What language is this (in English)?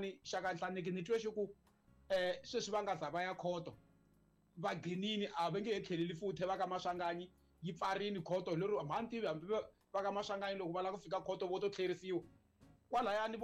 Tsonga